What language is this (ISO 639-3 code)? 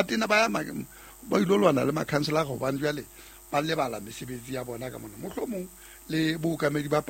sot